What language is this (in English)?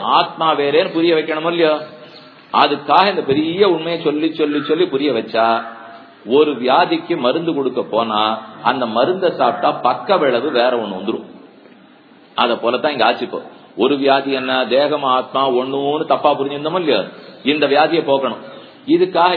Tamil